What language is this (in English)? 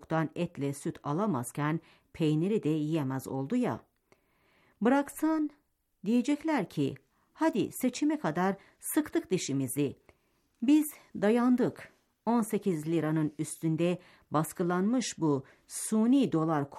Turkish